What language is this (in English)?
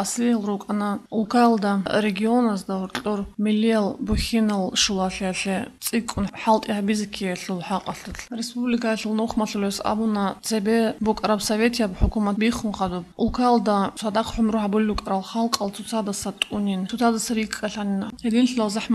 Avaric